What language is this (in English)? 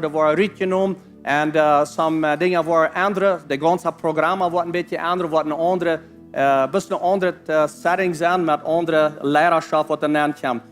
Plautdietsch